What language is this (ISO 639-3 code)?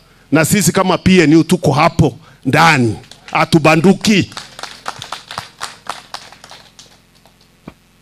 swa